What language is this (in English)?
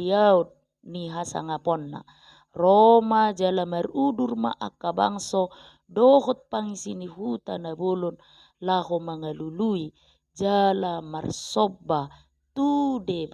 Batak Toba